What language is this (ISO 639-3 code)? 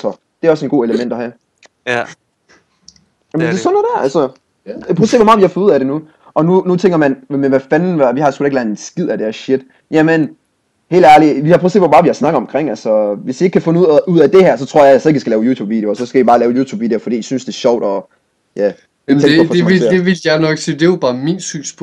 dan